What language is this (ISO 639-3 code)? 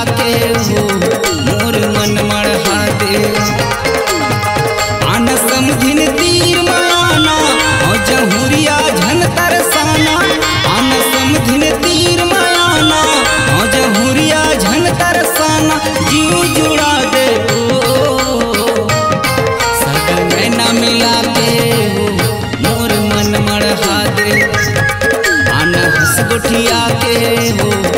hne